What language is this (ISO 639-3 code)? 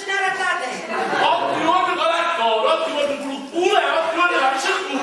nap